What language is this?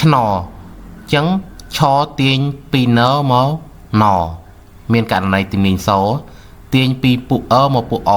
Khmer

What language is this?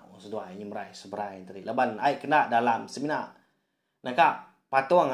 Iban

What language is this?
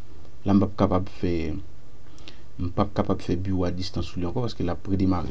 Haitian Creole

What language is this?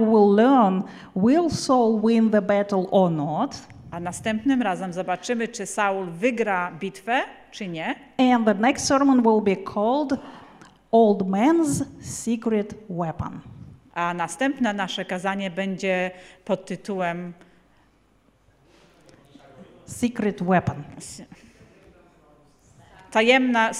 Polish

